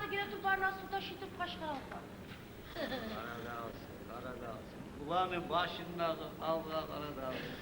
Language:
Kumyk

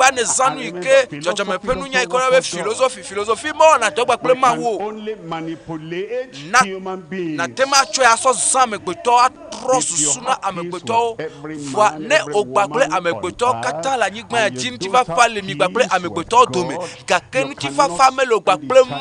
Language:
Ewe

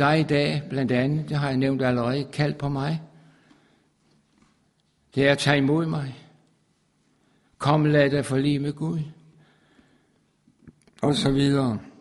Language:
Danish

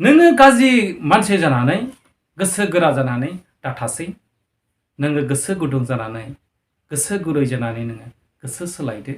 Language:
Bodo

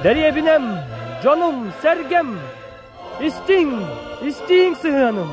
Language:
Yakut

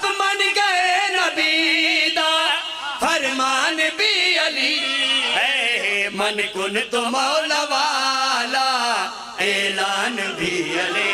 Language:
Pahari-Potwari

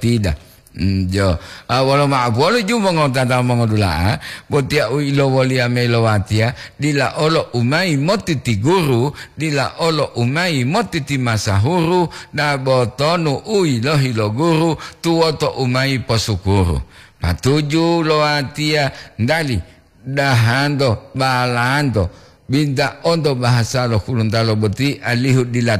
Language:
Gorontalo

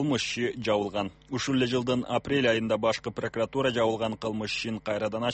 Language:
Kyrgyz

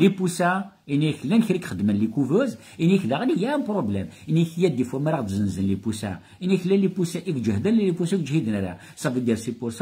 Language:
Kabyle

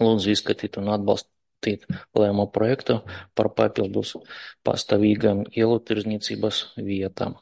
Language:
Latvian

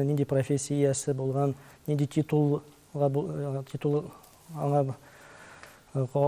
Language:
Tatar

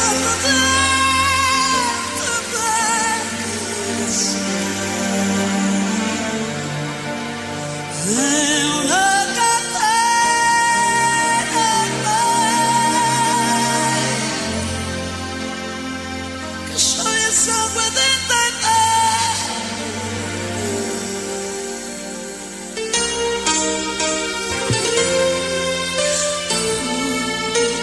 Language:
Italian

